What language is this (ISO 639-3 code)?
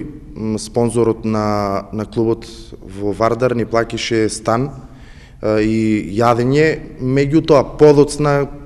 mkd